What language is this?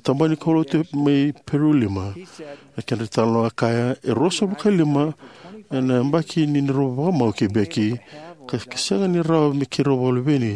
Fijian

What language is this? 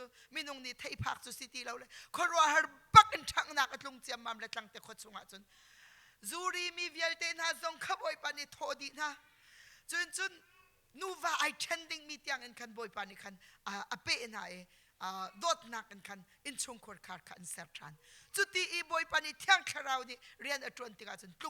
Hakha Chin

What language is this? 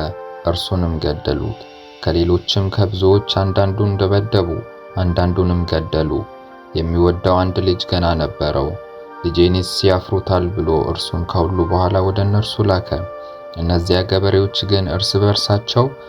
Amharic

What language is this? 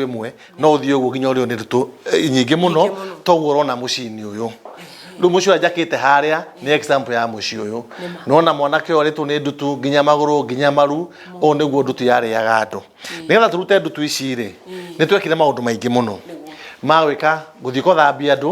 Kikuyu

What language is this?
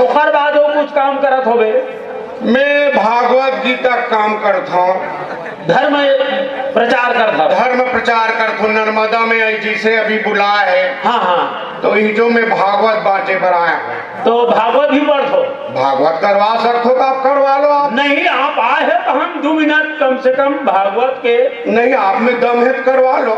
Chhattisgarhi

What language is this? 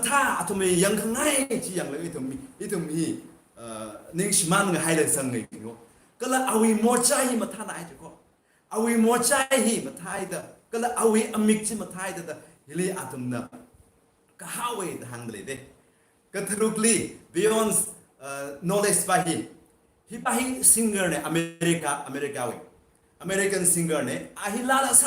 Tangkhul Naga (India)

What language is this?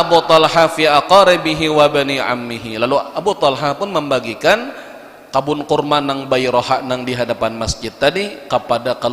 Banjar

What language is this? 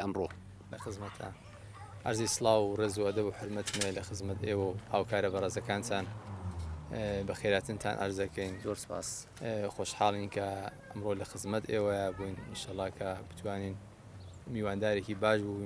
Central Kurdish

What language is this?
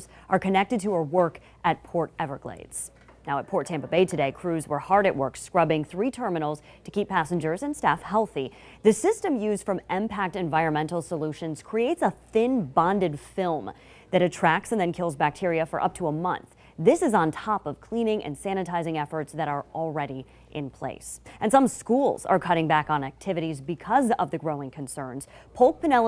English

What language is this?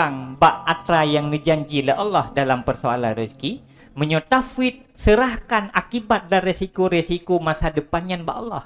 Achinese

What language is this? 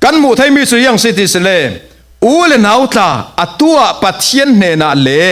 Falam Chin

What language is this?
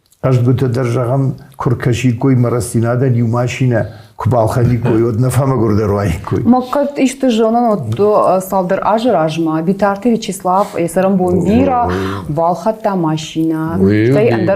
Ossetic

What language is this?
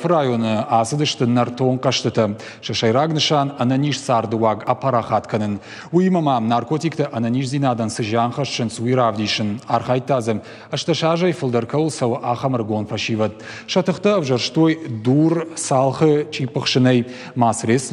Ossetic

